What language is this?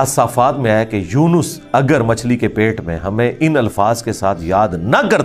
Urdu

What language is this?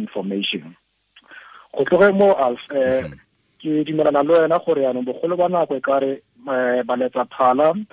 Tswana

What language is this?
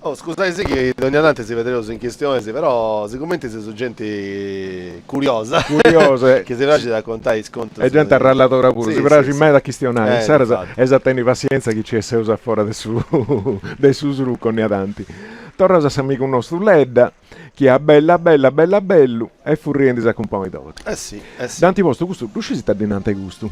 Sardinian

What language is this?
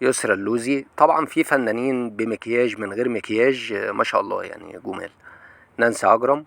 Egyptian Arabic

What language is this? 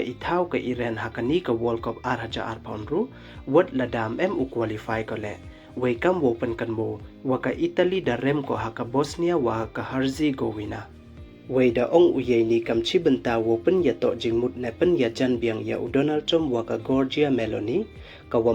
Pnar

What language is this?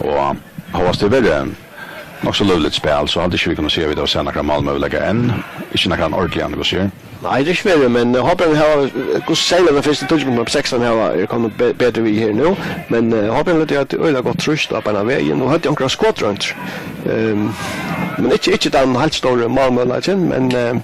Faroese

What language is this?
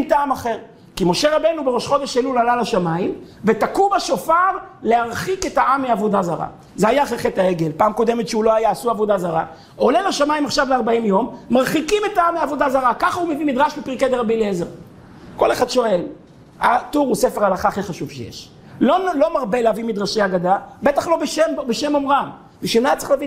Hebrew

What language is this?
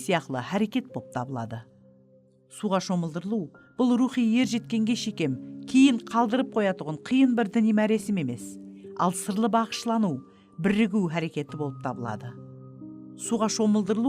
Kara-Kalpak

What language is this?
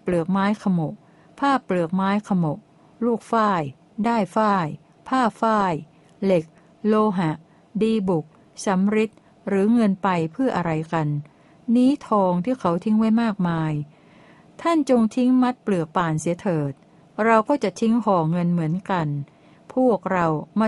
Thai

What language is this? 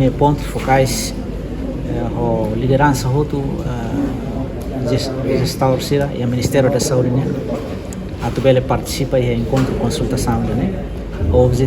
Tetum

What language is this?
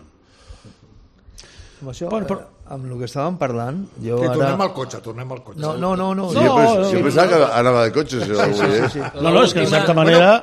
Catalan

